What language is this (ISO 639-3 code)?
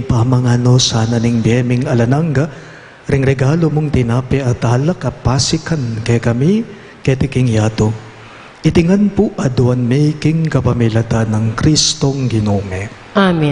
pam